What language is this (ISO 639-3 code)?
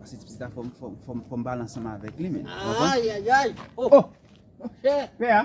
hat